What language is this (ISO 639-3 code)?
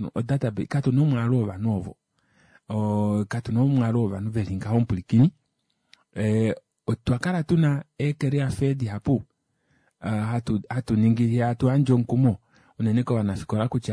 kua